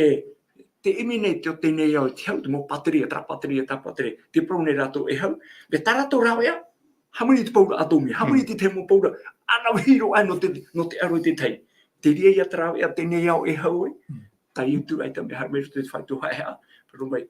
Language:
Tahitian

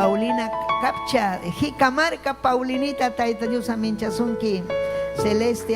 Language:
Ayacucho Quechua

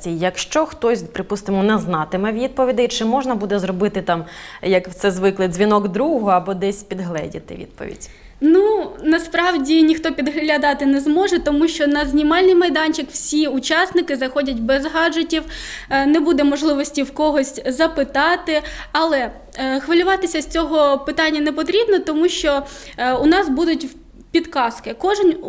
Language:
Ukrainian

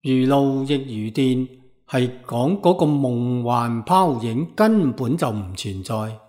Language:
Cantonese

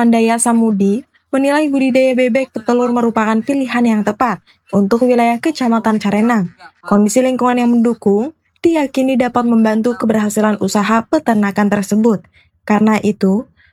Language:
Indonesian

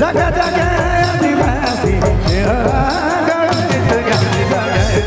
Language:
Sadri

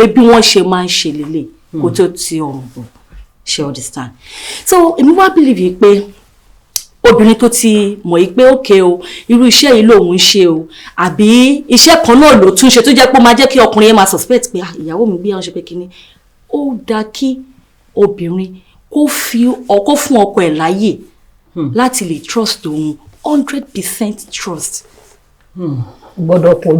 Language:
Yoruba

